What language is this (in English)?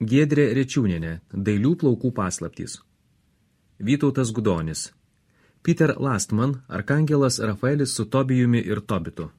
Lithuanian